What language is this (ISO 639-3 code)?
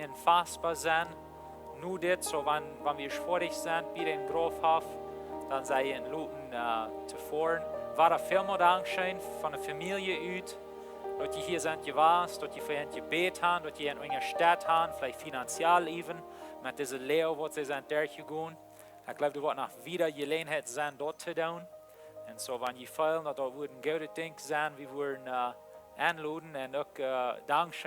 pdt